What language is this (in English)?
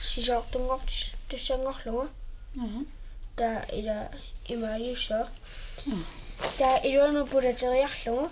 Kalaallisut